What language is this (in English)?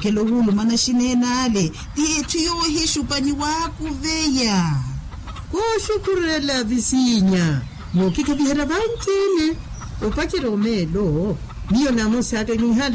Makhuwa